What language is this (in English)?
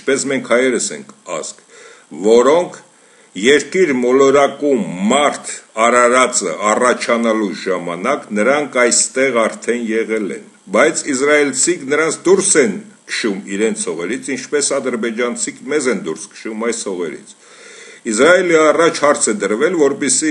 Armenian